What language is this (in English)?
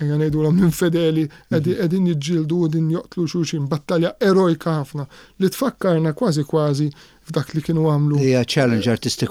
Maltese